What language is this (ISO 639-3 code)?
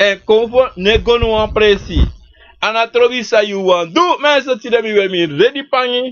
srn